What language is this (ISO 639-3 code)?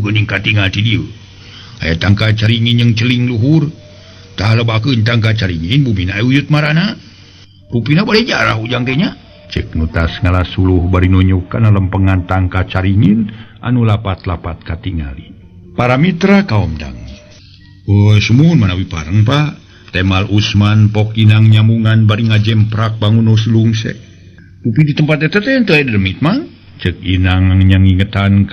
sun